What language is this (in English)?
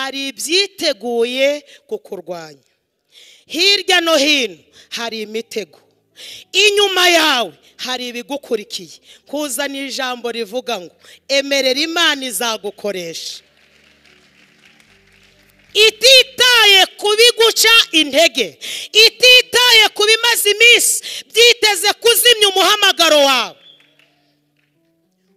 Kinyarwanda